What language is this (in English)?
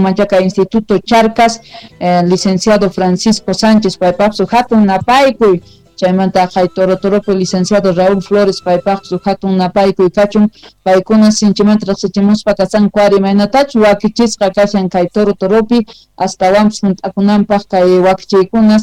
South Bolivian Quechua